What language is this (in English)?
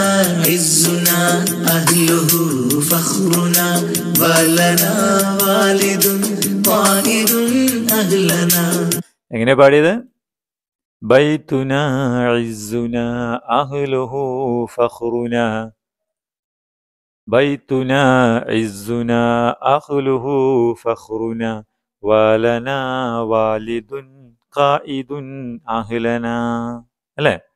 Malayalam